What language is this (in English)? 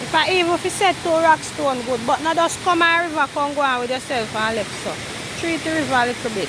Jamaican Creole English